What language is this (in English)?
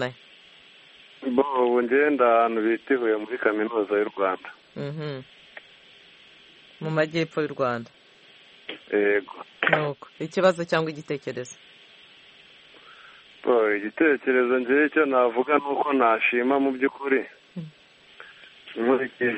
Kinyarwanda